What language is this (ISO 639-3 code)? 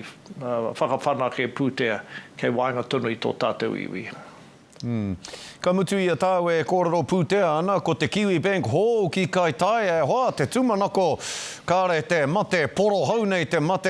mri